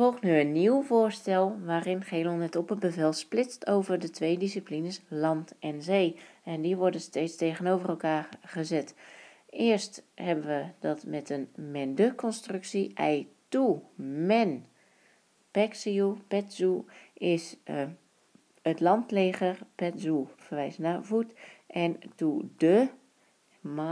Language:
Dutch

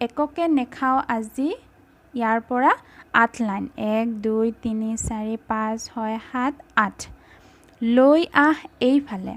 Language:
Assamese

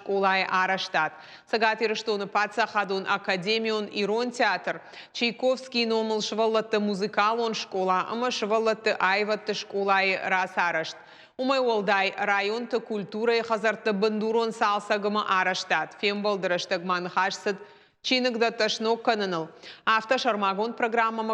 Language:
Ossetic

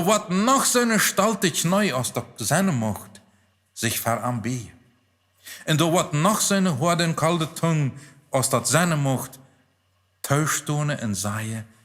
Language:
Plautdietsch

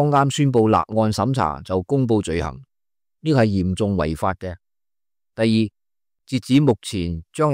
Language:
Cantonese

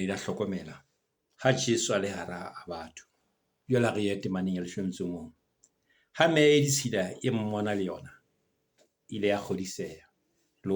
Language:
Southern Sotho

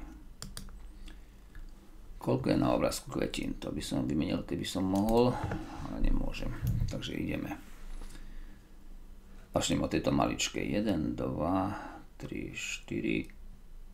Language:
Slovak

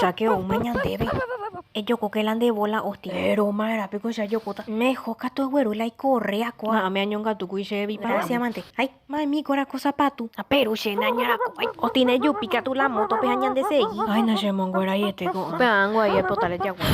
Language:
Guarani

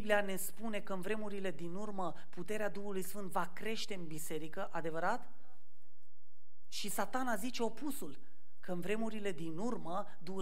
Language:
Romanian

